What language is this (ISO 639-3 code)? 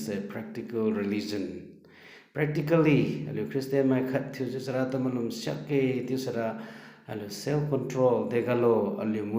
njn